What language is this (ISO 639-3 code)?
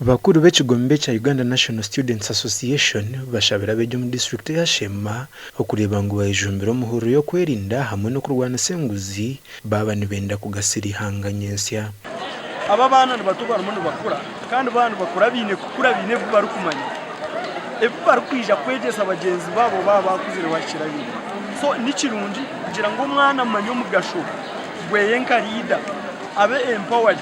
nyn